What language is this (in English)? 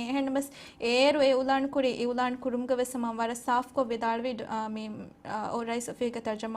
Divehi